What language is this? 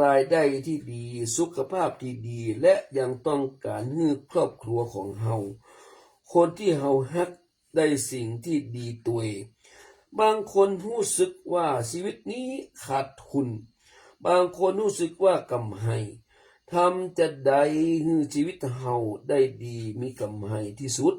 Pali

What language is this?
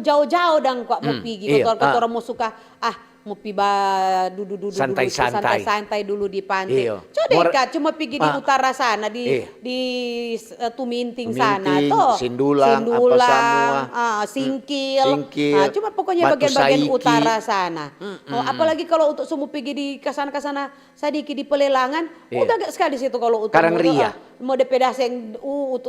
Manado Malay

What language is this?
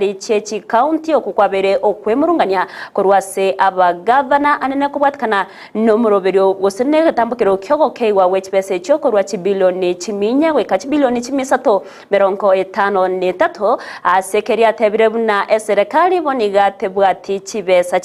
Gusii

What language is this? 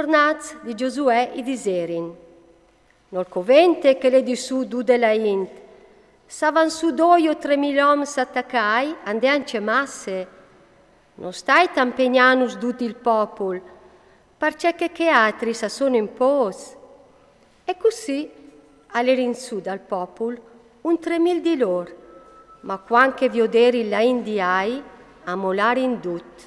Friulian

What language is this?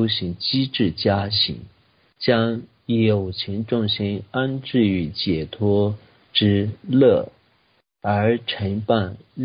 Chinese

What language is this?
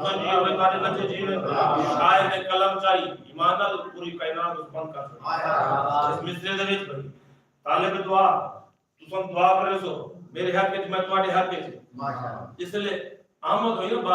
Saraiki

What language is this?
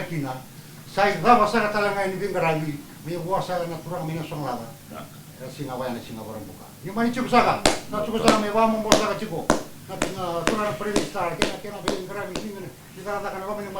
Fijian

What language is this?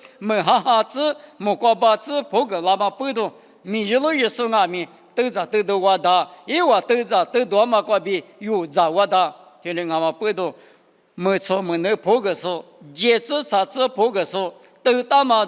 Lisu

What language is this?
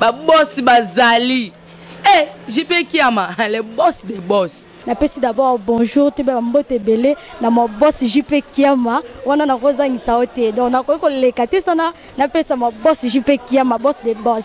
Lingala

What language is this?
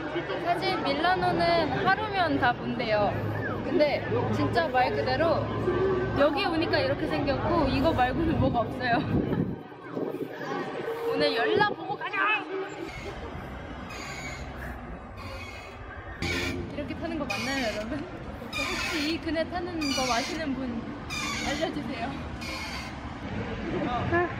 Korean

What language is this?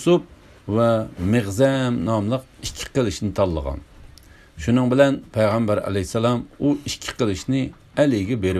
Uyghur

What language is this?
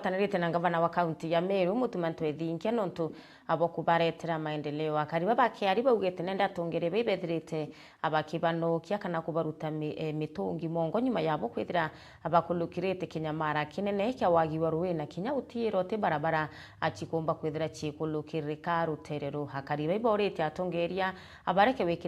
Meru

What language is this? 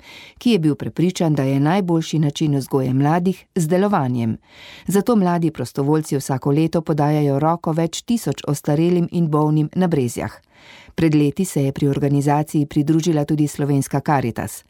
Slovenian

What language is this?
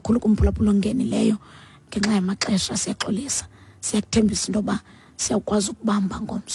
Xhosa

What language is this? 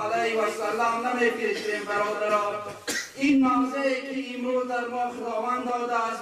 Tajik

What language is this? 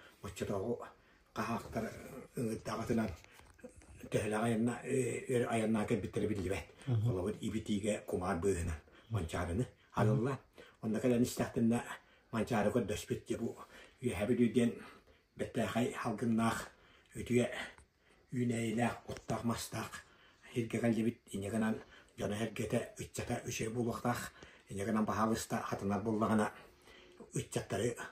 Yakut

